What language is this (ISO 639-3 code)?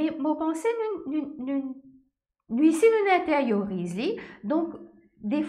mfe